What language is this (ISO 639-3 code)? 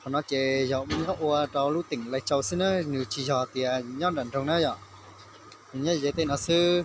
hmn